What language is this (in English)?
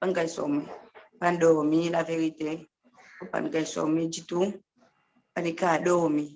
Seselwa Creole French